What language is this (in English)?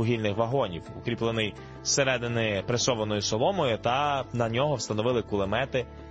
Ukrainian